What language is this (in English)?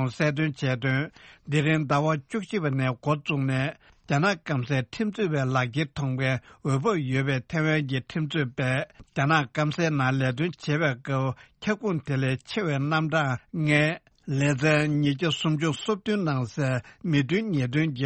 Tibetan